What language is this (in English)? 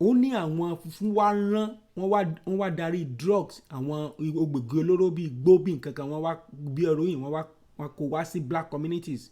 Yoruba